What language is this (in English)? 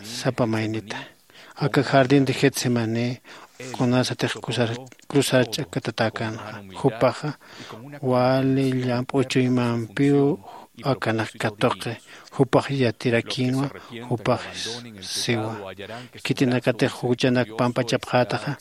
Aymara